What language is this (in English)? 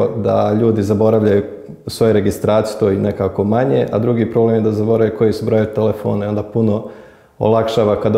Bosnian